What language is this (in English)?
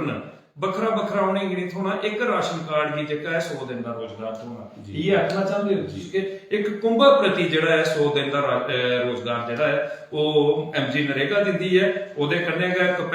Dogri